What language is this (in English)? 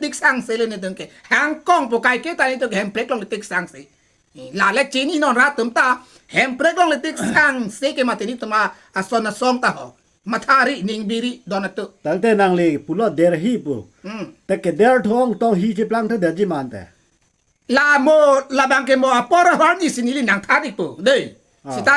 Karbi